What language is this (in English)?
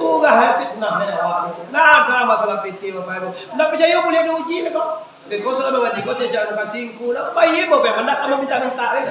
Minangkabau